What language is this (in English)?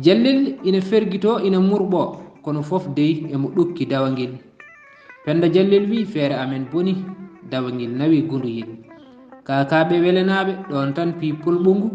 Fula